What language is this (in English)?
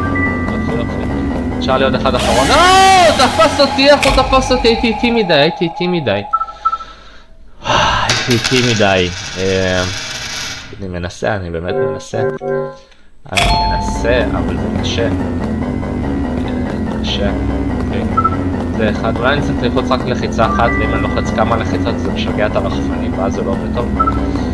Hebrew